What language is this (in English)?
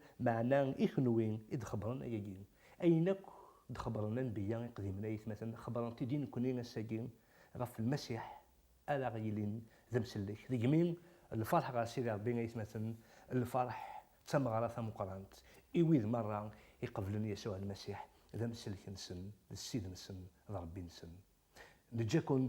Kabyle